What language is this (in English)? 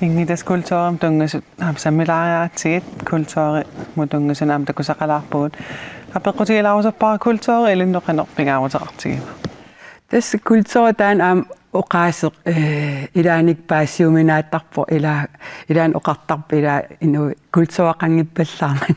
Kalaallisut